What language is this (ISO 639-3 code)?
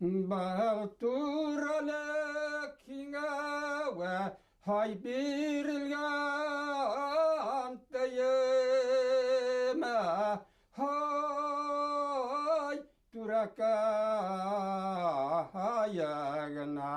bak